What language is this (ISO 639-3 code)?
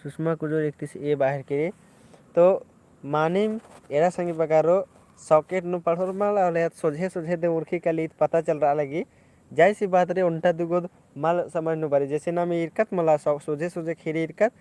kru